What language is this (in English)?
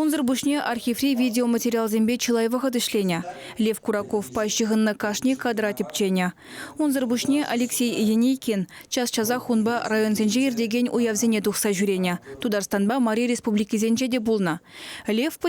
Chuvash